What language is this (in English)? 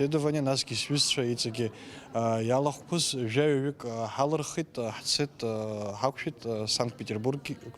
Abkhazian